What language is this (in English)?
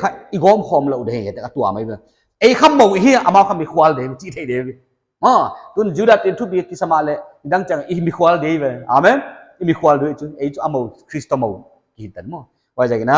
Paite Chin